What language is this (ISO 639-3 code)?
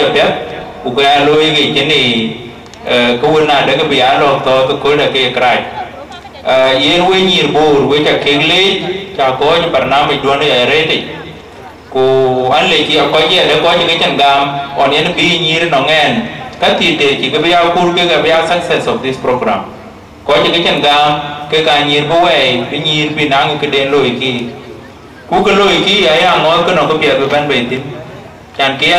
din